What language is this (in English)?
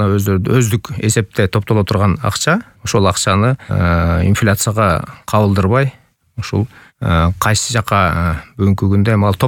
Kyrgyz